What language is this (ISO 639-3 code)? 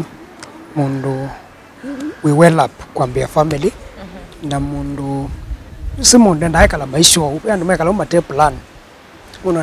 kam